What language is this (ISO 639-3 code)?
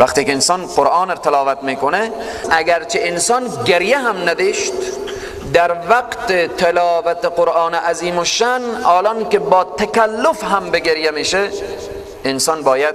fas